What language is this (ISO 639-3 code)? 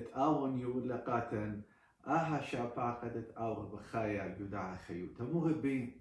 aii